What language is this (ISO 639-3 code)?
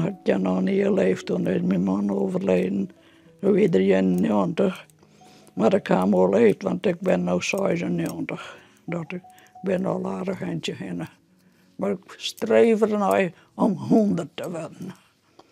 fry